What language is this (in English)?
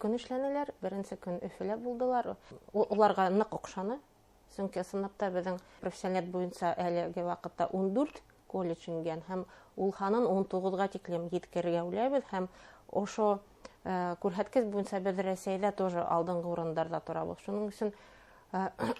Bashkir